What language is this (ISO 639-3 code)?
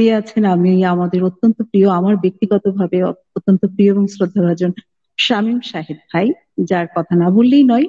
ben